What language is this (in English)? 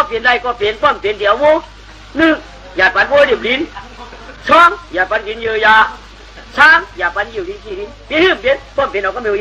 Shan